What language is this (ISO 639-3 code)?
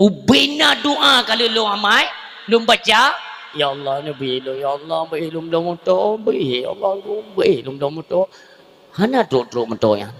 ace